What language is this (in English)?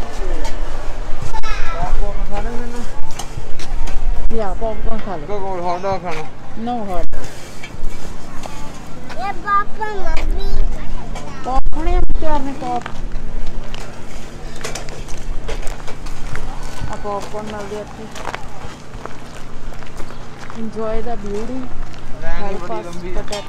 Punjabi